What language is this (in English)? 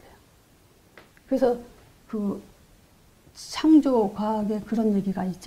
Korean